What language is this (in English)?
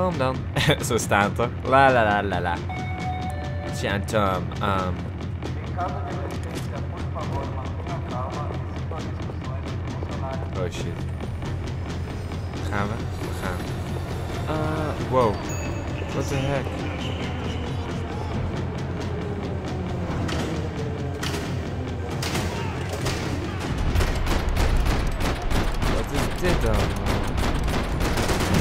Dutch